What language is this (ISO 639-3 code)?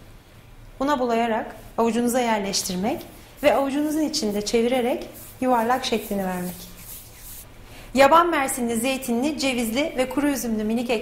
tur